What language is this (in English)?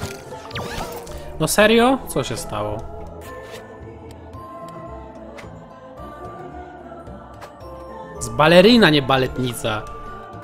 Polish